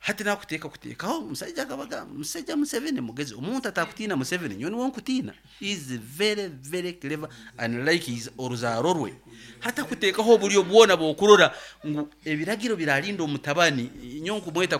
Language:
Nyankole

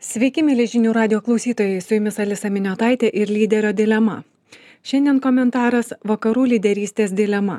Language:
Lithuanian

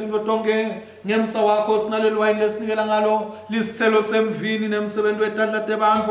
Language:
Swati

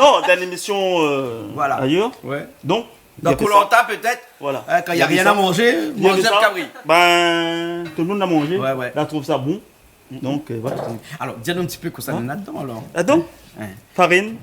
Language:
Réunion Creole French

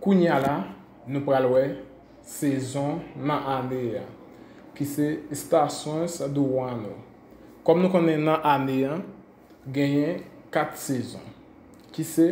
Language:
Haitian Creole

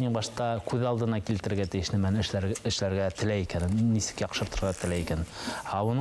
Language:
Bashkir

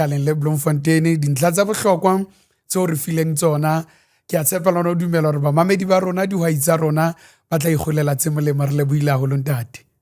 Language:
Southern Sotho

